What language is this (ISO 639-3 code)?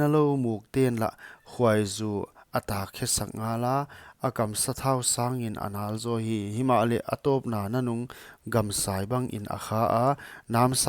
pck